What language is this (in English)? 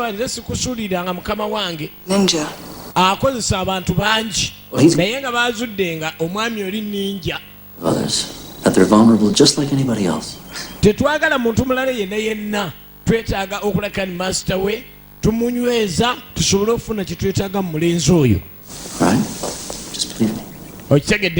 Ganda